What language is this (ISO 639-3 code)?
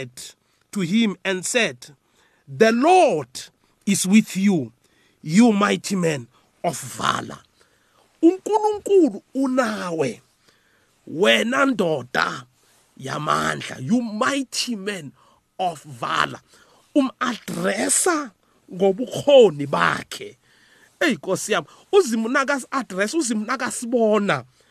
nbl